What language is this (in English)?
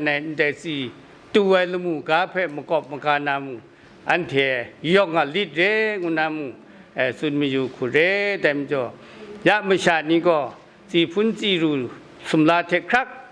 Kachin